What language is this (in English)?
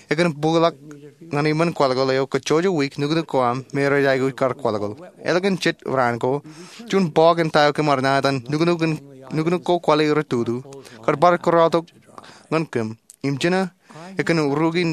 Marshallese